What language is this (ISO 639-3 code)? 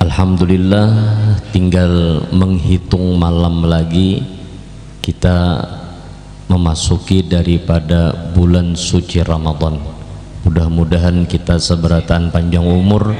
bjn